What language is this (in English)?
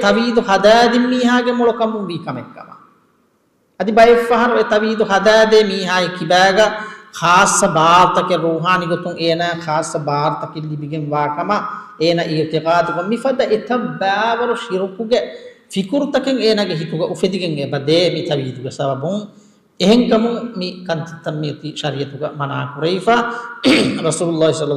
Divehi